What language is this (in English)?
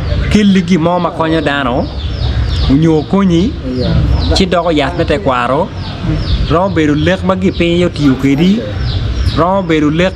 Acoli